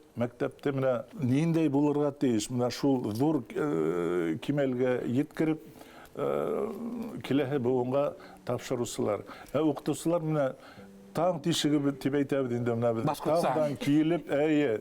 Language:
Bashkir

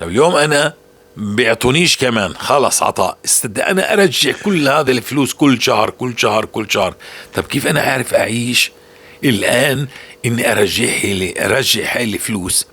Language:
North Levantine Arabic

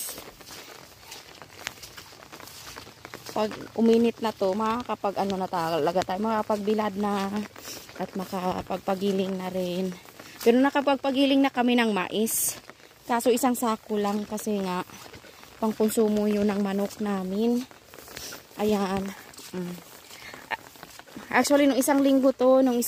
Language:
Filipino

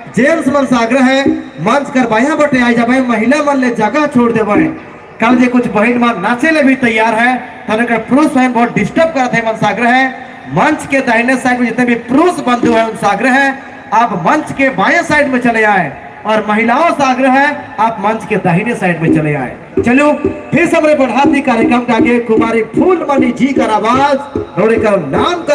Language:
Sadri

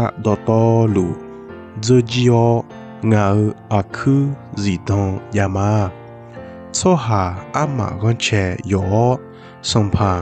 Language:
Akha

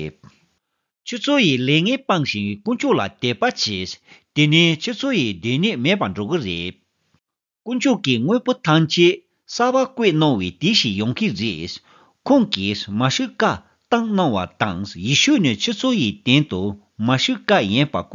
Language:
Tibetan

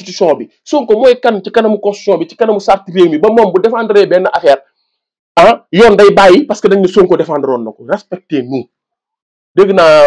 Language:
Wolof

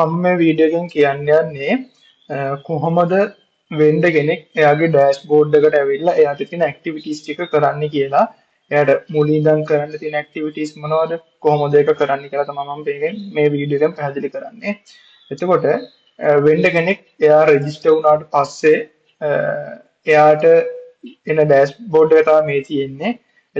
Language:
Sinhala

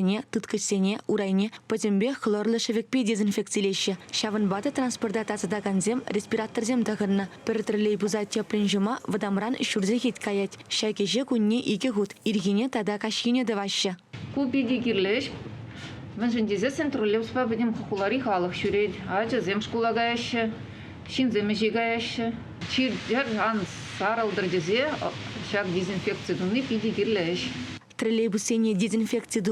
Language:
Chuvash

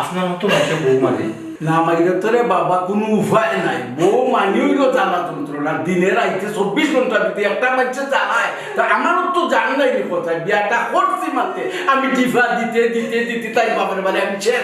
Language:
Sylheti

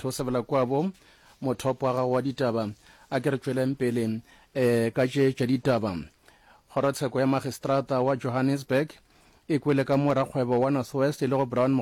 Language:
Northern Sotho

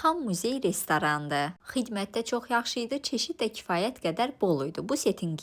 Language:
Azerbaijani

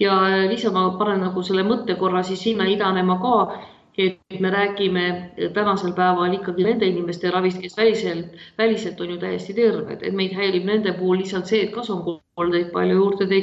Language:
Estonian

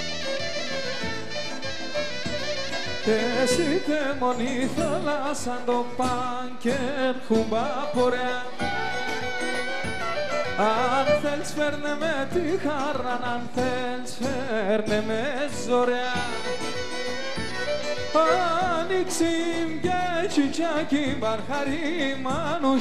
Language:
Pontic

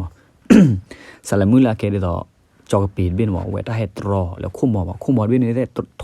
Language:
S'gaw Karen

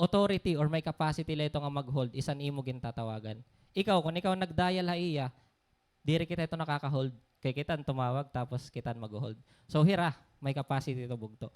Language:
Waray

